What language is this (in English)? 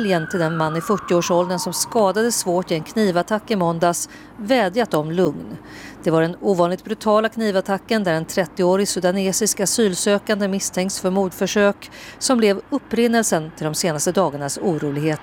Swedish